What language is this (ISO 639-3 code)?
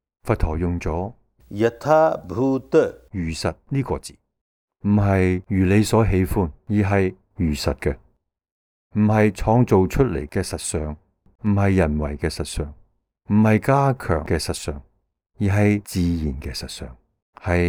yue